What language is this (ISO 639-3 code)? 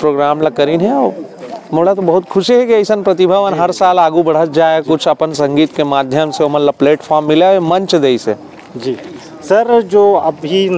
hne